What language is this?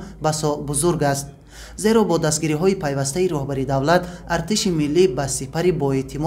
Tajik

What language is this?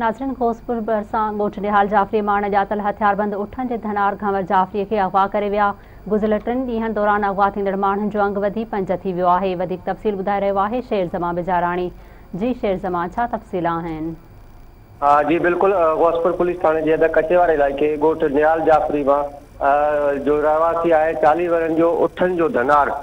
Sindhi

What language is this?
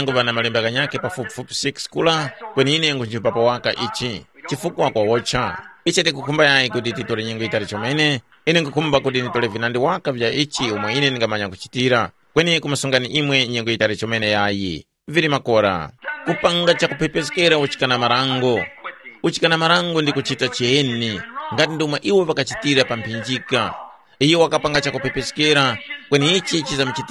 Tumbuka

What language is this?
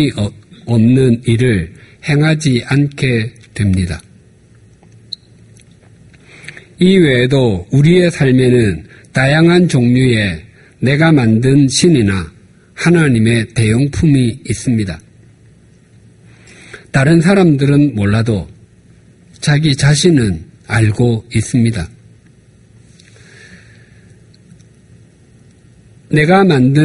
Korean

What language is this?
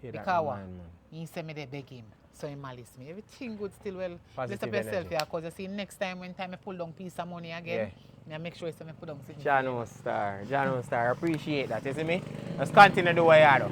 Jamaican Creole English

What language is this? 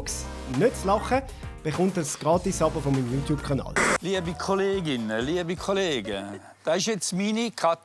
Swiss German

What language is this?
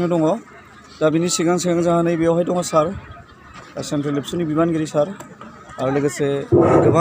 Bodo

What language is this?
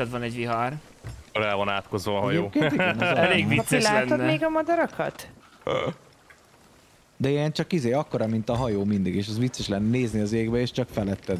Hungarian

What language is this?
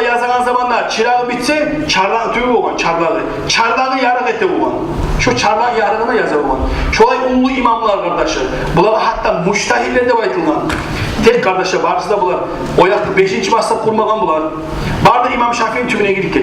Kumyk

